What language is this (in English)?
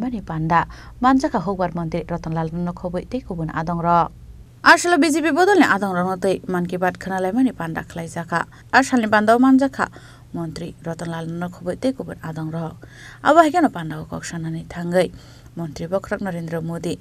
Kok Borok